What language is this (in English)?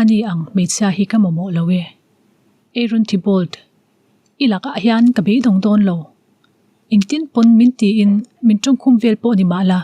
Mizo